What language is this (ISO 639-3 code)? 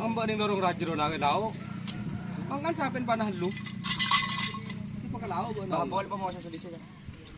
mad